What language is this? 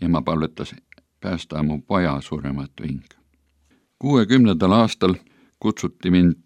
Estonian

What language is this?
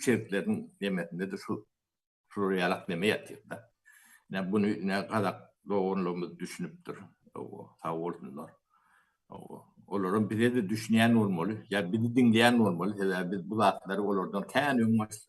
Turkmen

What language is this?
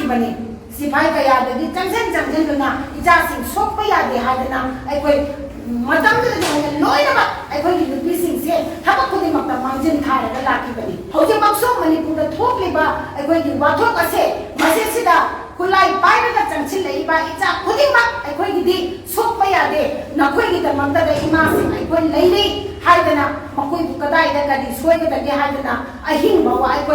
Manipuri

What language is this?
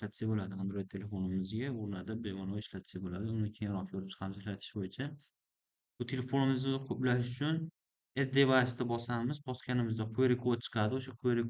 Uzbek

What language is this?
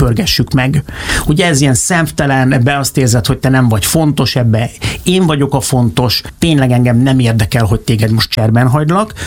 Hungarian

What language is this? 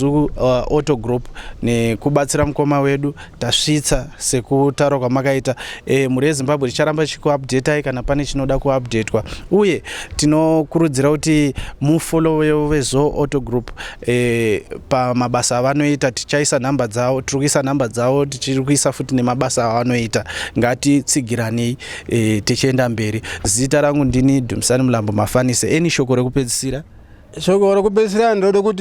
Shona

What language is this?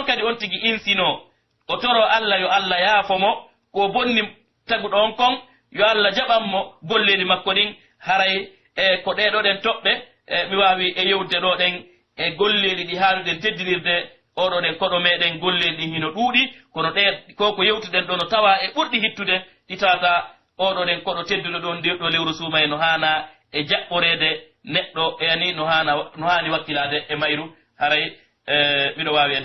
Pular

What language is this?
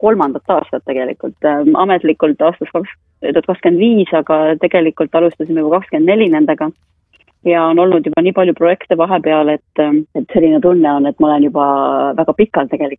Estonian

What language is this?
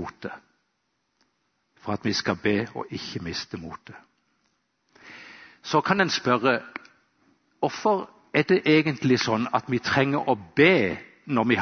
Norwegian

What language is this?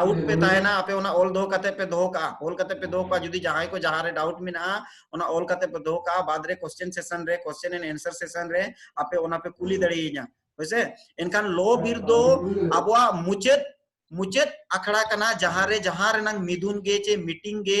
Santali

